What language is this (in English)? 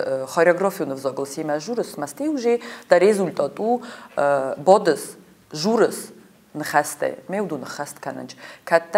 Ossetic